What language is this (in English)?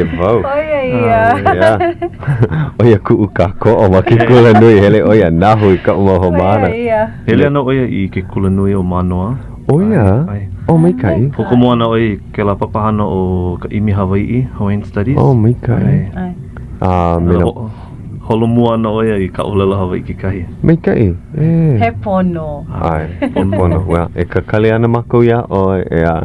Hawaiian